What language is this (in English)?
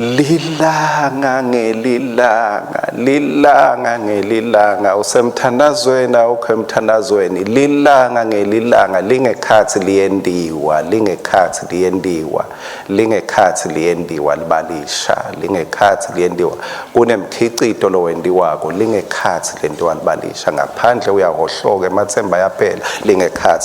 Swati